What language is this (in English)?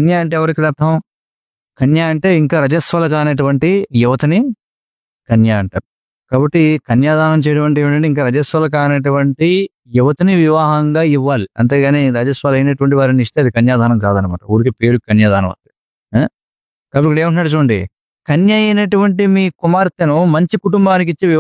Telugu